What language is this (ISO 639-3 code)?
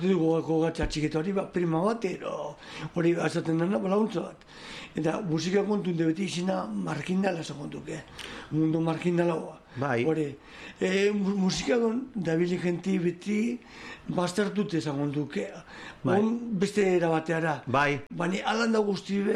eus